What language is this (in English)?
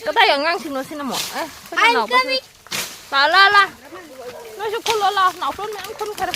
Manipuri